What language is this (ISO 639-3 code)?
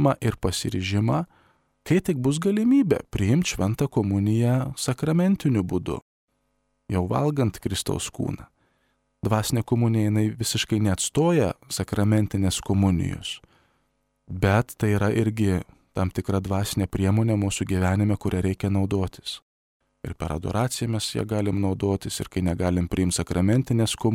lit